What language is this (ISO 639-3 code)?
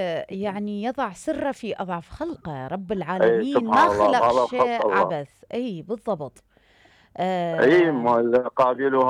acm